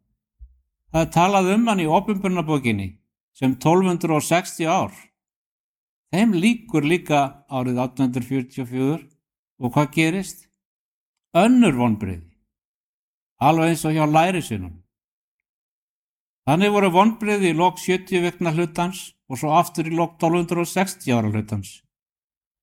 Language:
Icelandic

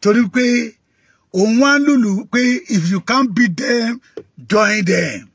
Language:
Yoruba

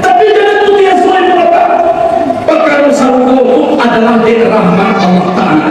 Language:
Minangkabau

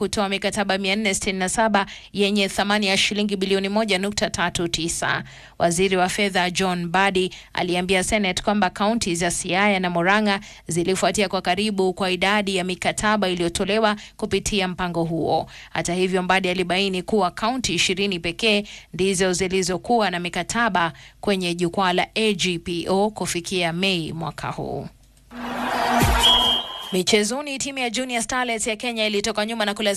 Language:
Swahili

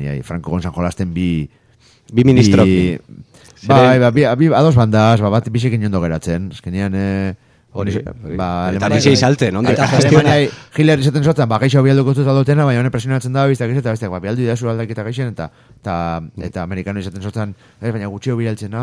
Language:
Basque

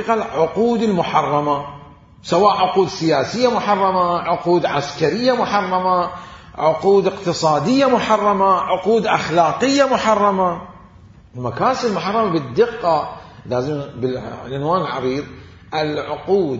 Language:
Mesopotamian Arabic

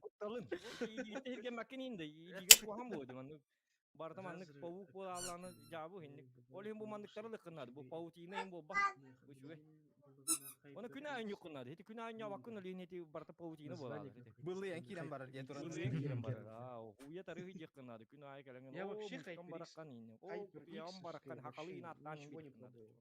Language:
Yakut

